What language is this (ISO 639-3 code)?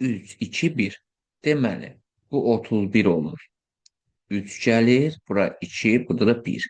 aze